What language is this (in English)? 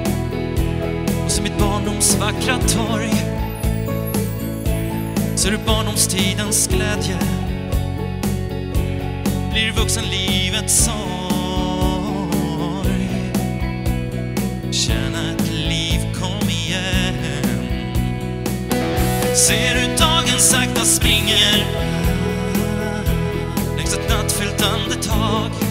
Swedish